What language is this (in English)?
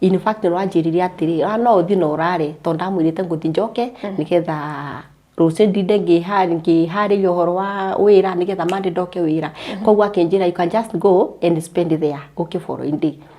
Kikuyu